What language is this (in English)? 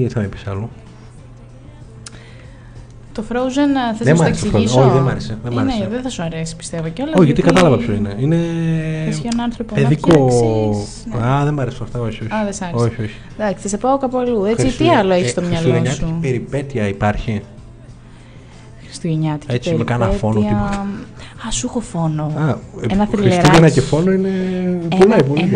Greek